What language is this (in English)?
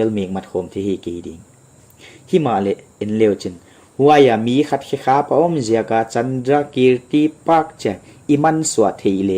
Paite Chin